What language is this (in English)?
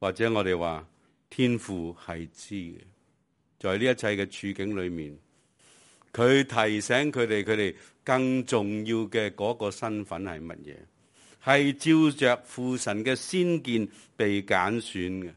Cantonese